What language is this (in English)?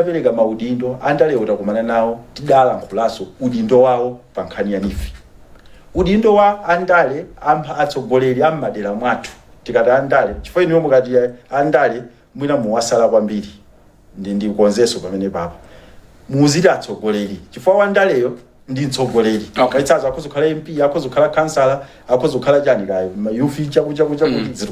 Nyanja